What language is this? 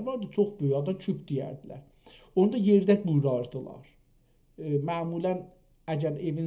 South Azerbaijani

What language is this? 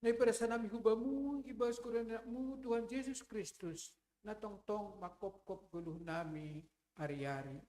Batak Simalungun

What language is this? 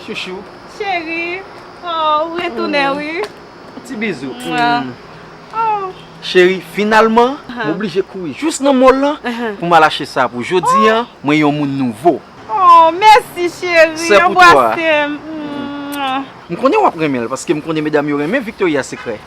Haitian Creole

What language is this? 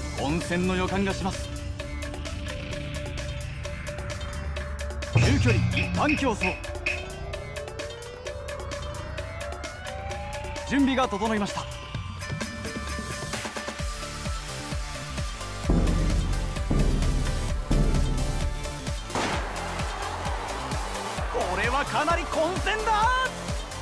Japanese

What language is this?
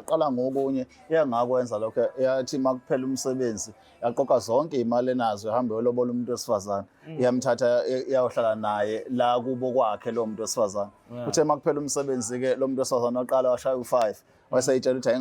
Zulu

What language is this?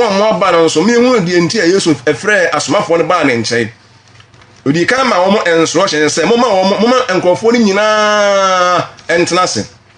Akan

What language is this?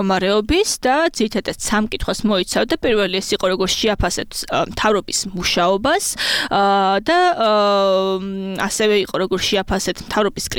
Georgian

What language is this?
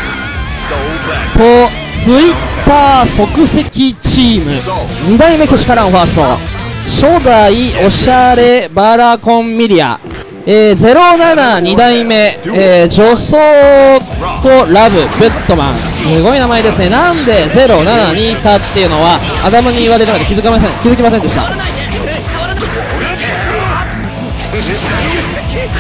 Japanese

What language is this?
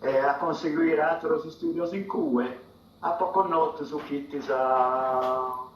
Sardinian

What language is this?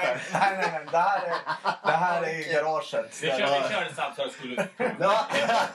Swedish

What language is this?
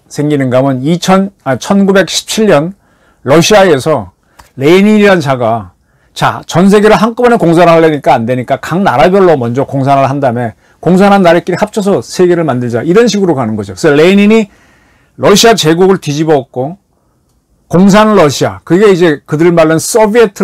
Korean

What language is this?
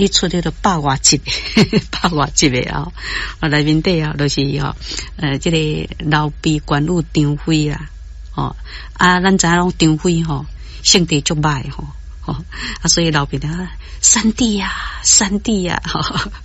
Min Nan Chinese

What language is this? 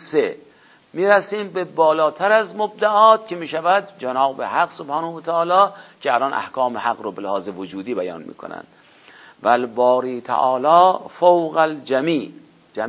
Persian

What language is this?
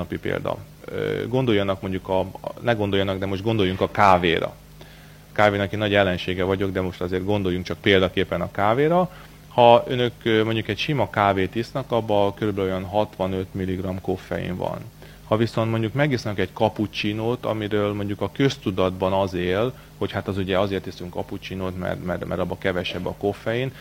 Hungarian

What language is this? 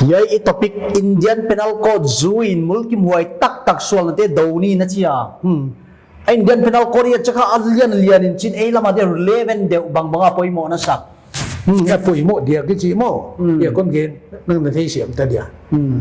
Paite Chin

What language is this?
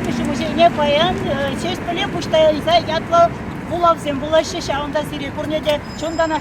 Chuvash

